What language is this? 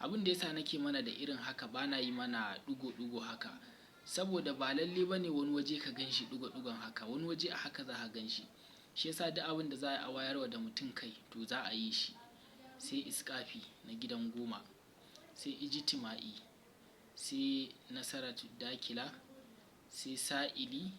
Hausa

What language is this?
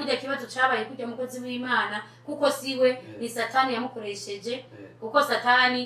Rundi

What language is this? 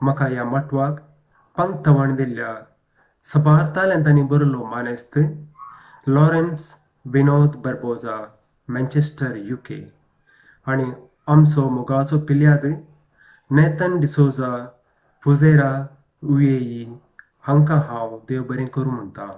Konkani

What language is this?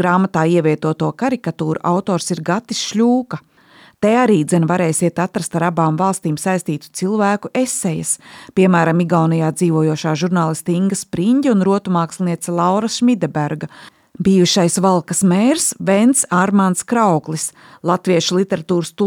Latvian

